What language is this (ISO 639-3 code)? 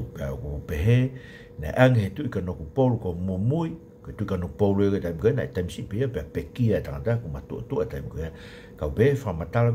ton